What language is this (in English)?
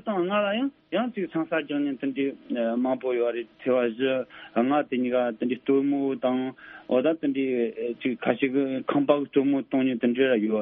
Tibetan